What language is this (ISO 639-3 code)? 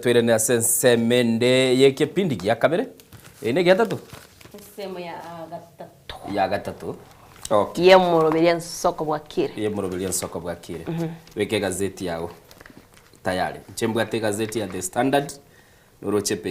guz